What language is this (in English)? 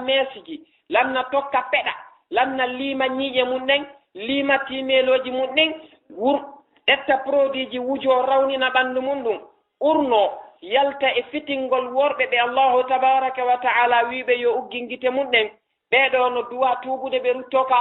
Fula